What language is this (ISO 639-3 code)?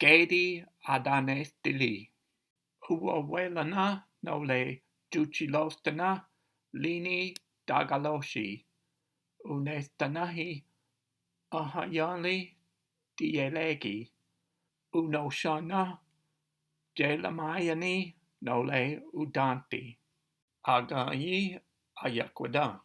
chr